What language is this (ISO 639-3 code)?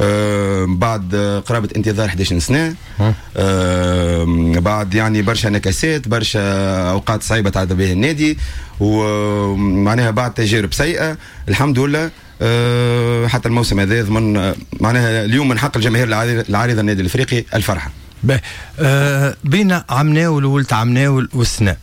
aeb